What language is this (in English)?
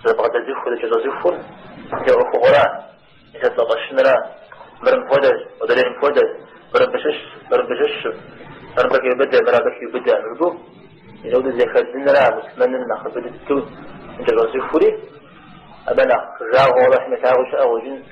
Kabardian